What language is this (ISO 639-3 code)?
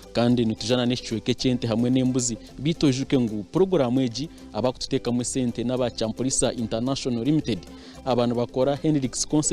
nyn